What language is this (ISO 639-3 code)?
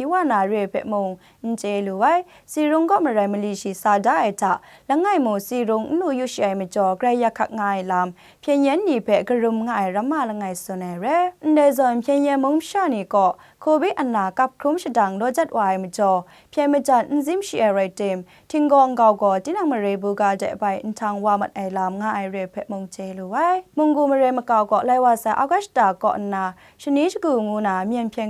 kac